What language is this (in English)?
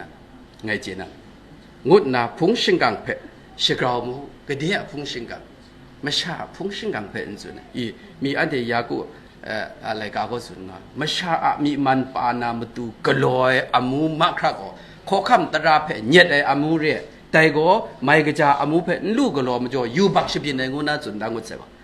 Kachin